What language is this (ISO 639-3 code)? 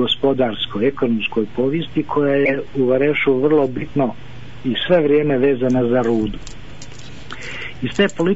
bos